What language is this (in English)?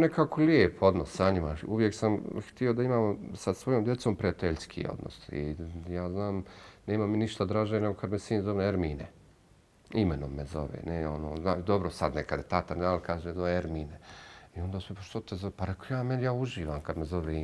Bosnian